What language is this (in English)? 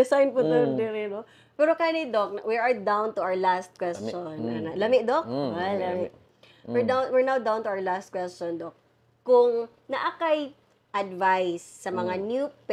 Cebuano